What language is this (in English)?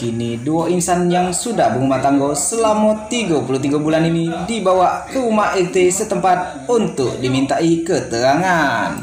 Musi